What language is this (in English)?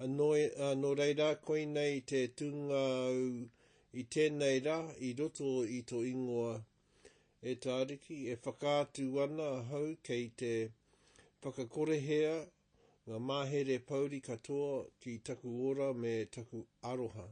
Māori